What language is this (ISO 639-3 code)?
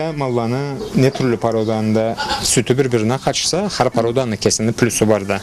krc